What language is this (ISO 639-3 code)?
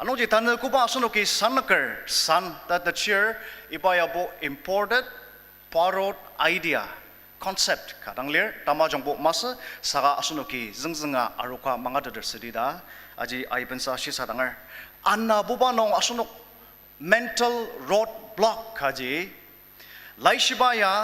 njo